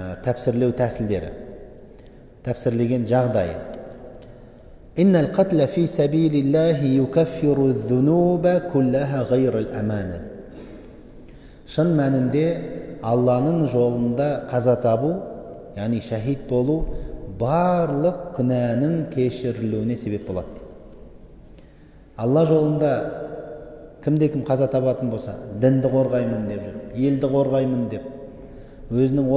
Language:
Kazakh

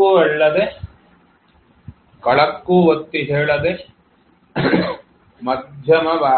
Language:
Kannada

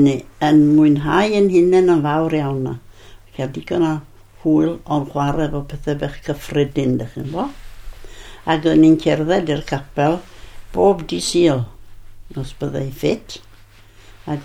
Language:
Welsh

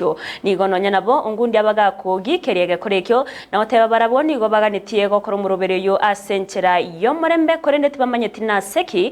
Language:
Gusii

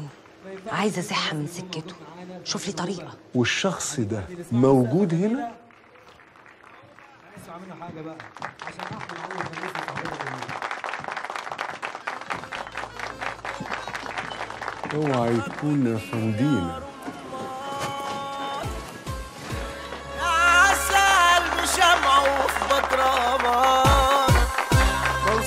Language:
Egyptian Arabic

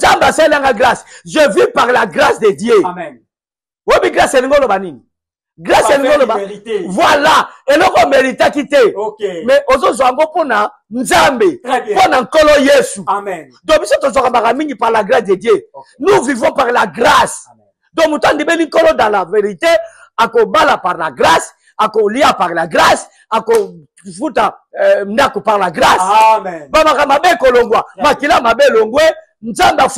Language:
Lingala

